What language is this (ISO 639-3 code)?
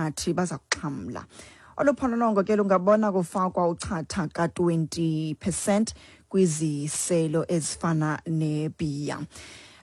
xho